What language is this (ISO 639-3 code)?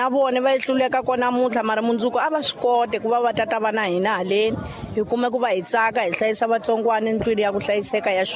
tso